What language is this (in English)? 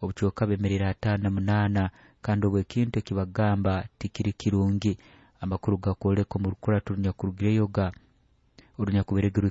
Nyoro